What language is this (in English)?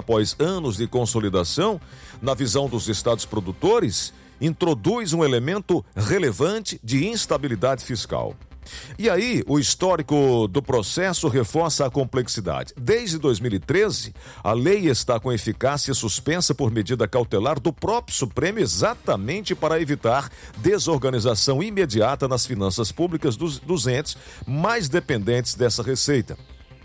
Portuguese